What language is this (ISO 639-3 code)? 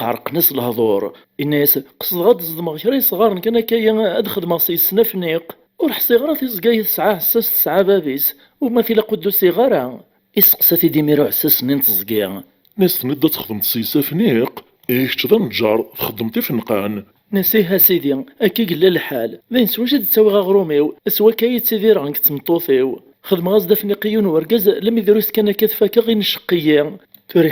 kab